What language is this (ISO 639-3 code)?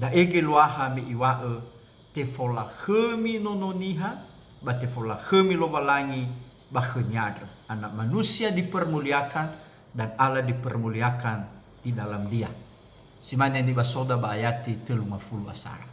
nia